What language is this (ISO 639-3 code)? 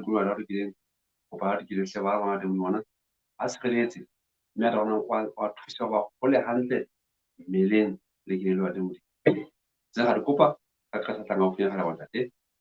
sot